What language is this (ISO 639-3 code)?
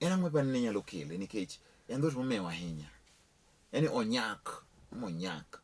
luo